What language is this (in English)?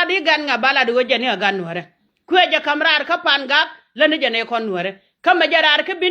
Nuer